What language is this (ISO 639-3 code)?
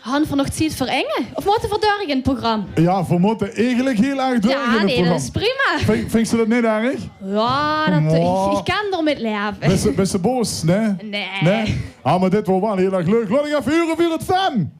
lim